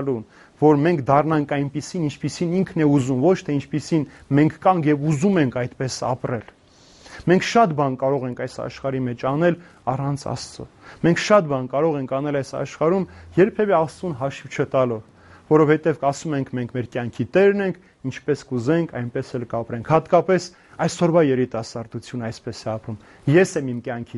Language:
Armenian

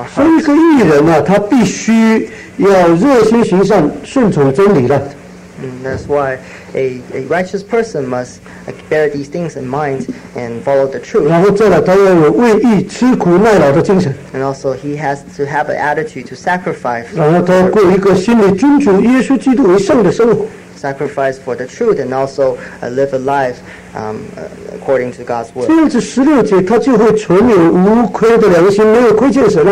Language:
Chinese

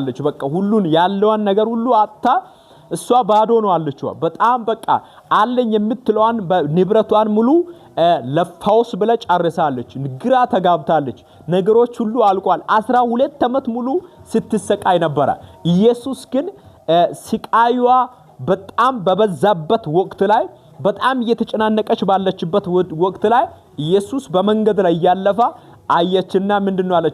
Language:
Amharic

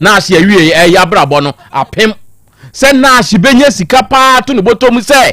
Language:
Akan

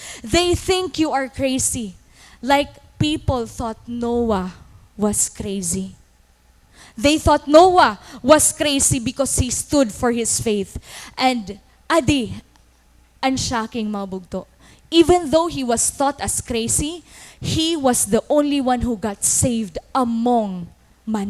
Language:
Waray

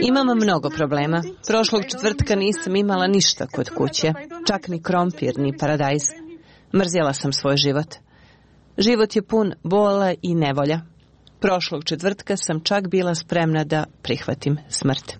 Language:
Croatian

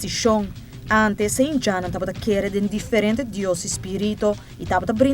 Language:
Papiamento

